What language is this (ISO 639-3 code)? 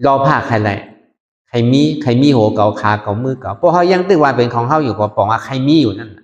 shn